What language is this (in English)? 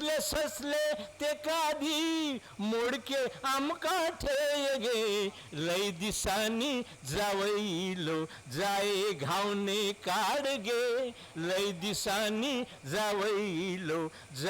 Konkani